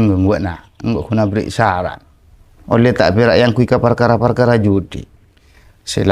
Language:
Madurese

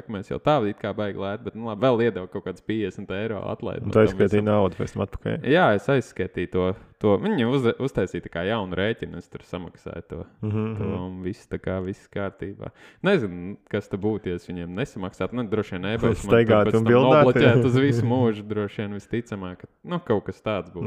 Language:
Latvian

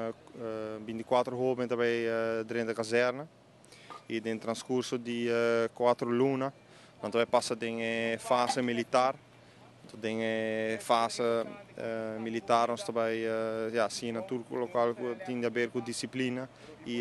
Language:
Papiamento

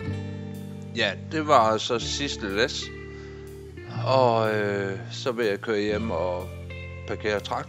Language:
Danish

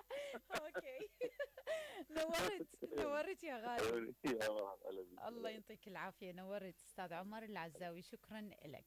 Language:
Mesopotamian Arabic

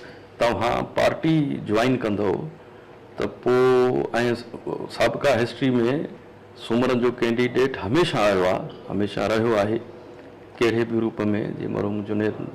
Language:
Sindhi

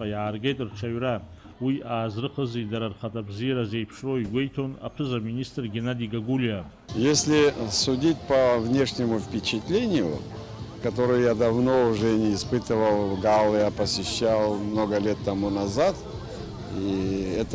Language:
Abkhazian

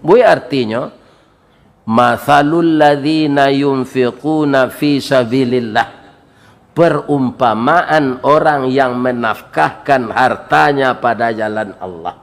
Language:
Minangkabau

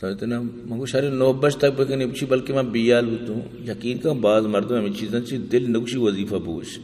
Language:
Eastern Balochi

